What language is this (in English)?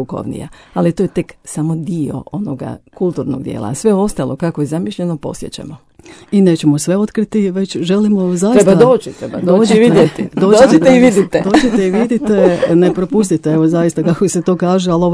Croatian